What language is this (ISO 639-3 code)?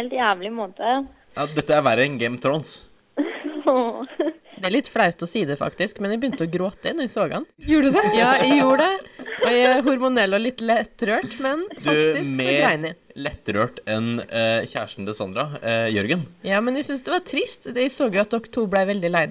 nor